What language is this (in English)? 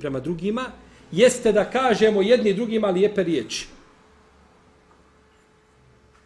Bosnian